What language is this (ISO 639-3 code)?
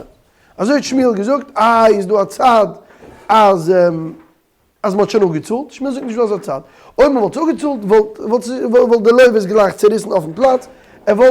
yid